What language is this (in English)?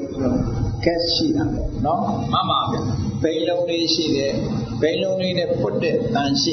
Burmese